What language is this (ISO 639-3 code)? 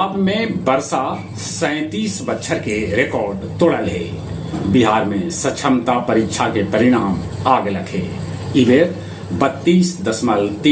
mag